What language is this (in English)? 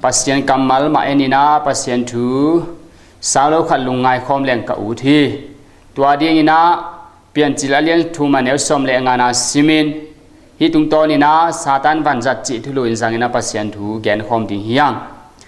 Tedim Chin